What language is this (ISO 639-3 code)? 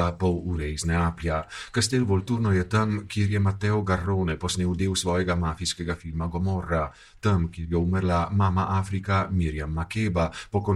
slv